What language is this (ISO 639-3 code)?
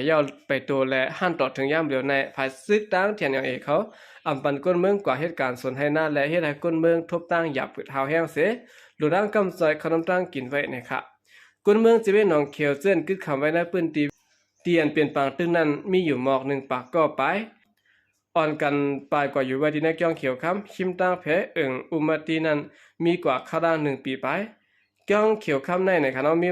shn